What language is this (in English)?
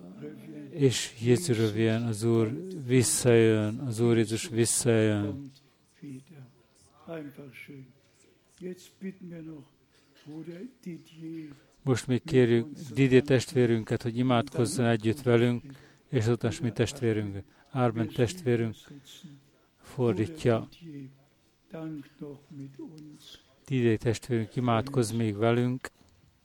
Hungarian